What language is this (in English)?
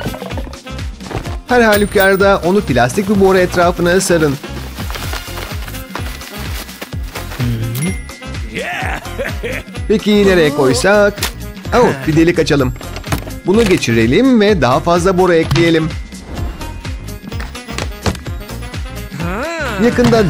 Turkish